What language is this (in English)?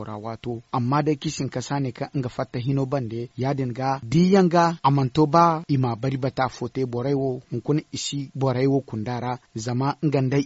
Zarma